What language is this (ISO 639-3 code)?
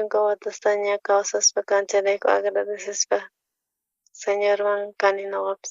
quh